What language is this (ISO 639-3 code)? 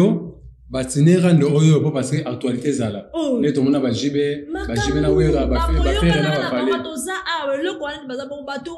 lin